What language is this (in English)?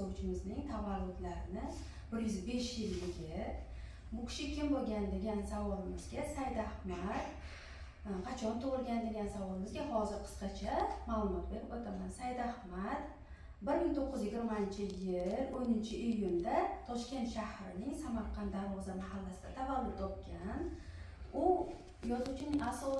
Uzbek